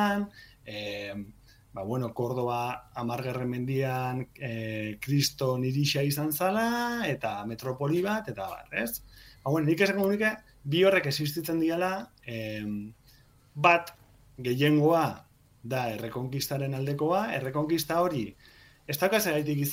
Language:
Basque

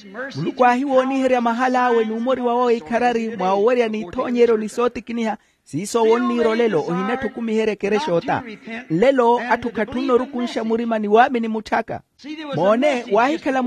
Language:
Makhuwa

